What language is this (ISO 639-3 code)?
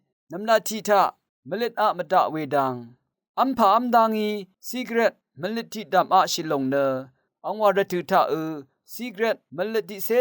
raw